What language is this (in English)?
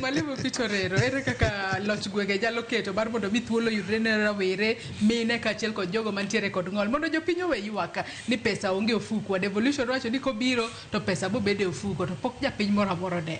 Luo (Kenya and Tanzania)